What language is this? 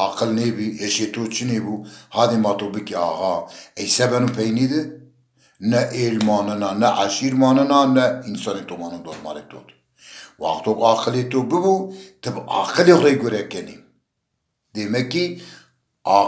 Zaza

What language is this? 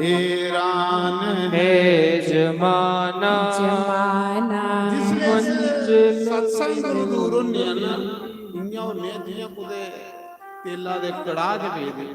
Dogri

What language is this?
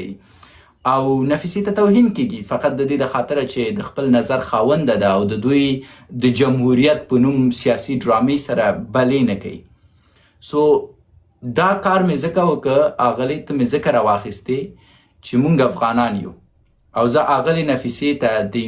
Pashto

